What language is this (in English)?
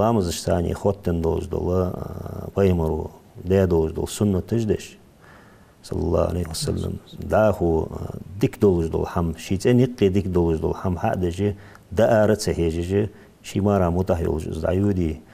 Ingush